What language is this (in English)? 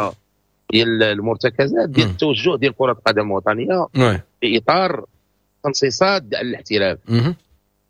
Moroccan Arabic